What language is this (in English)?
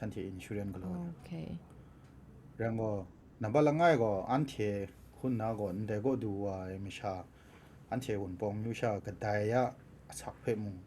Kachin